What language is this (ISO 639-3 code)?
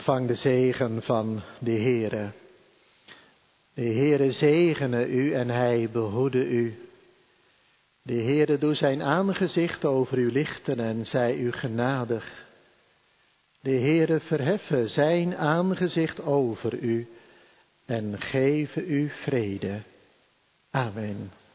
nld